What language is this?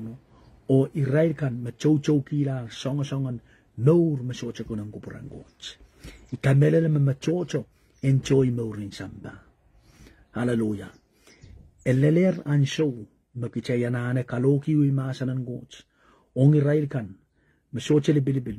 Pohnpeian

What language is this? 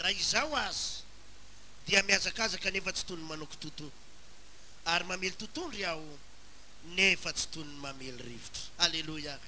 Malagasy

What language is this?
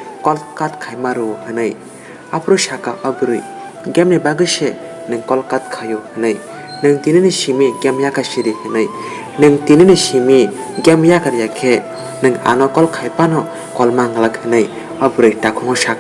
Kok Borok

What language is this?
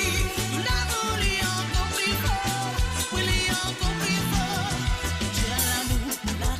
Morisyen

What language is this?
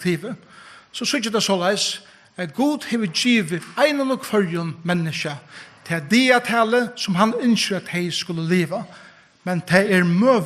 Faroese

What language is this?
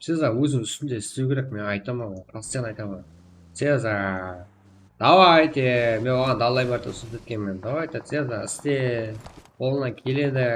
Kara-Kalpak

